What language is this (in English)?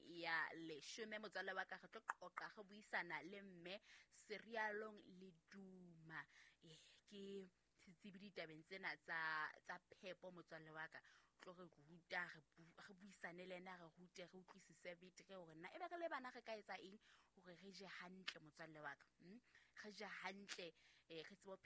Southern Sotho